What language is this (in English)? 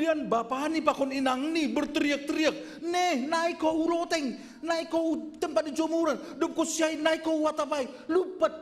Batak Simalungun